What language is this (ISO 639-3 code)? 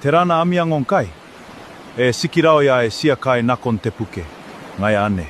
gil